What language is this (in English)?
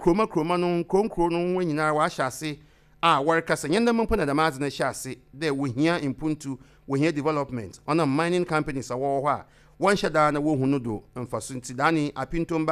Akan